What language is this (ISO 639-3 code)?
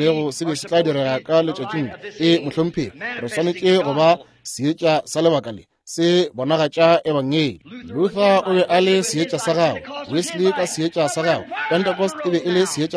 nso